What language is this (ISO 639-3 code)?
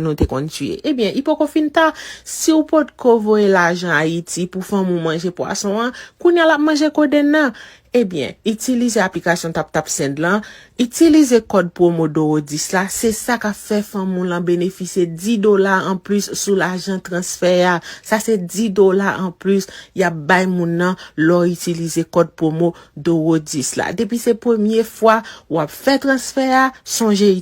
hat